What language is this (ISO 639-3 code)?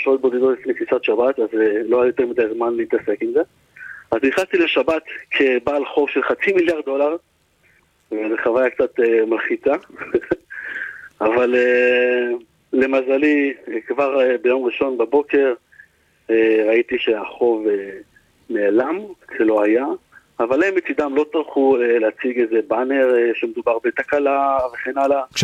heb